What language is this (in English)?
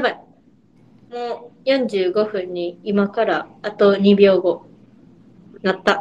Japanese